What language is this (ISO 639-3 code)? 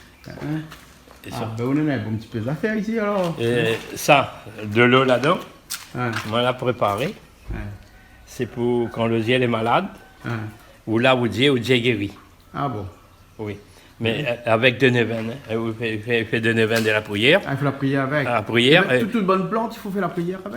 rcf